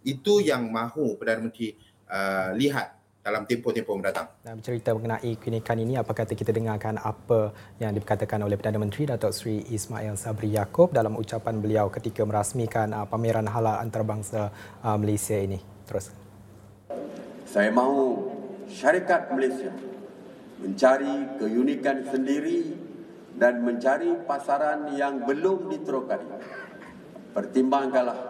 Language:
Malay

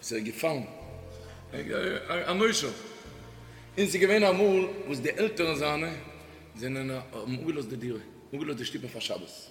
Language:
Yiddish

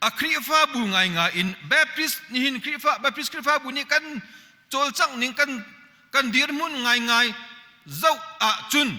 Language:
Hakha Chin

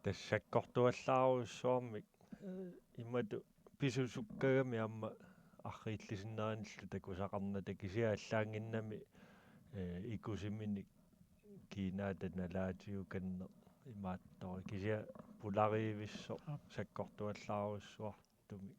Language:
Kalaallisut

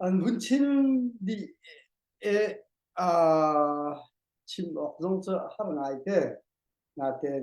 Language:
Hakha Chin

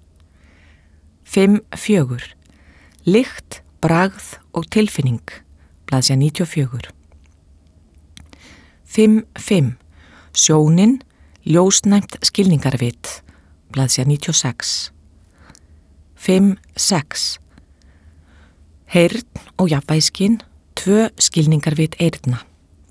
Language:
Icelandic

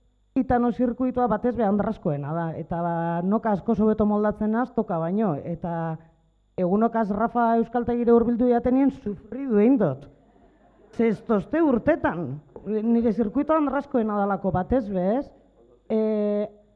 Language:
Basque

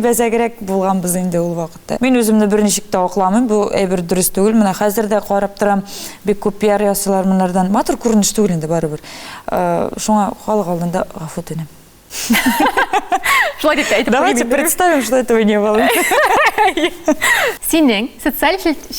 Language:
Tatar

